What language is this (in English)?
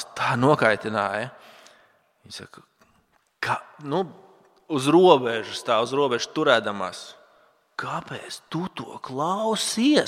Latvian